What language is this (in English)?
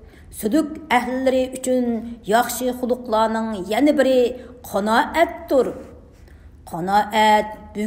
Uyghur